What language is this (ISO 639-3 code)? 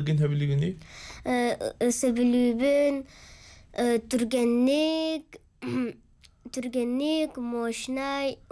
sah